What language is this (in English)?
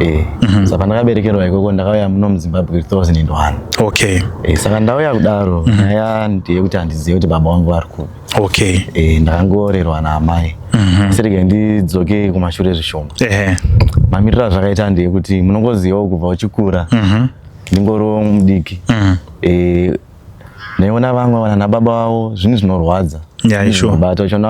Shona